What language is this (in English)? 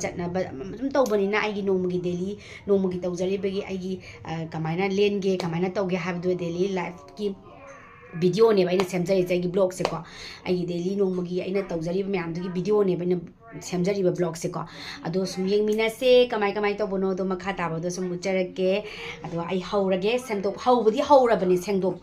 Manipuri